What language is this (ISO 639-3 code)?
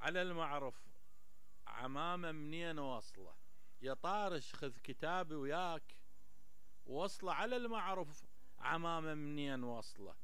acm